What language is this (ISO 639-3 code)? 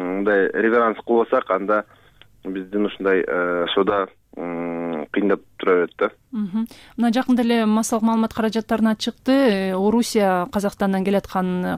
kir